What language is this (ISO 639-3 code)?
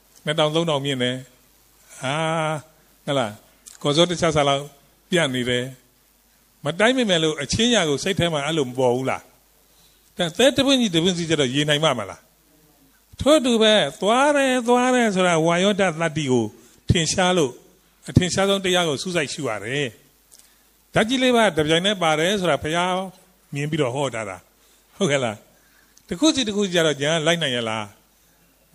mya